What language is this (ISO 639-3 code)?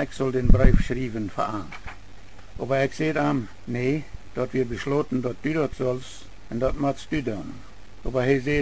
pdt